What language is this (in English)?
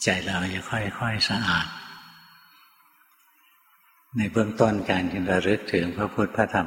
Thai